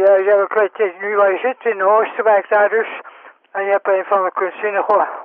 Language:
Dutch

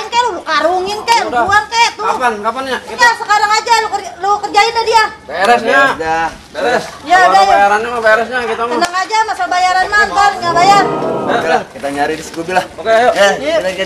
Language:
Betawi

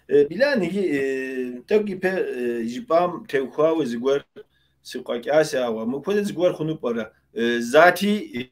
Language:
Kabardian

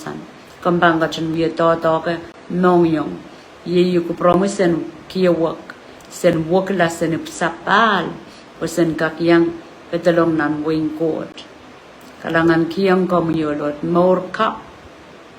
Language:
Pohnpeian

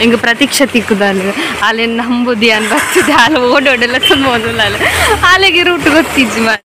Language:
Tulu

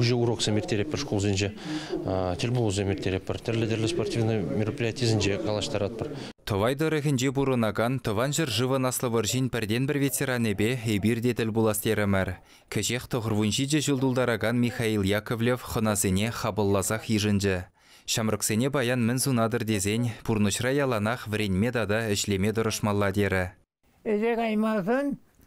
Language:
Chuvash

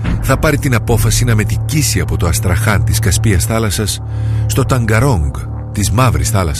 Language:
Greek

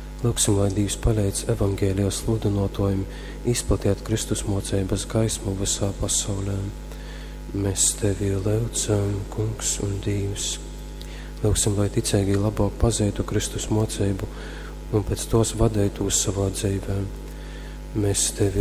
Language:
Latgalian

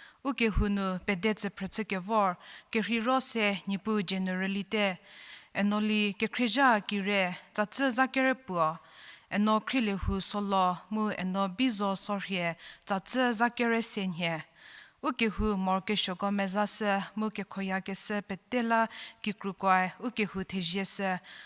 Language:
Angami Naga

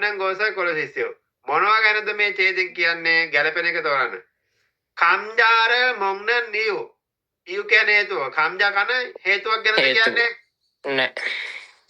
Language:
Sinhala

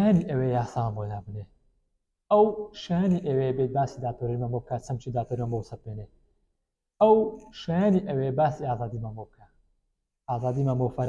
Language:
Central Kurdish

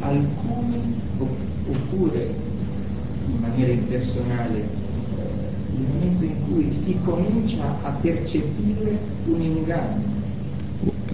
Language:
Italian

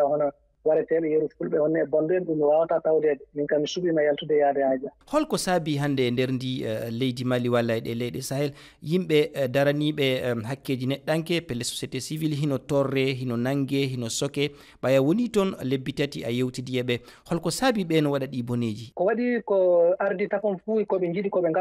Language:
Fula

